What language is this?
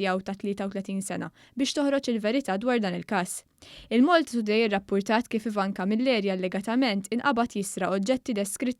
Maltese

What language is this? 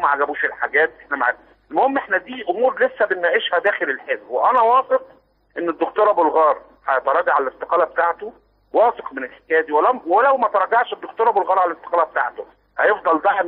Egyptian Arabic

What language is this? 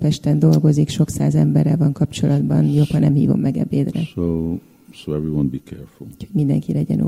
Hungarian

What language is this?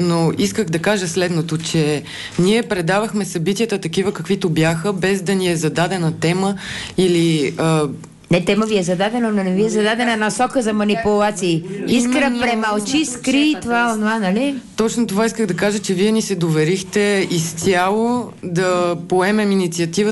Bulgarian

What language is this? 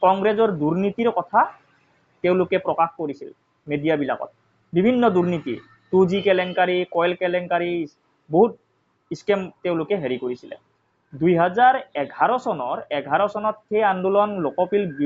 Assamese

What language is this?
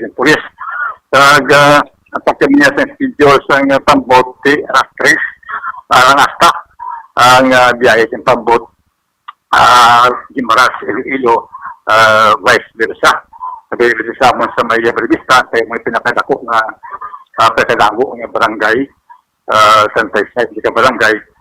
Hiligaynon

